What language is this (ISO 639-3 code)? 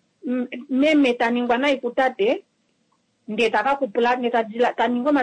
kua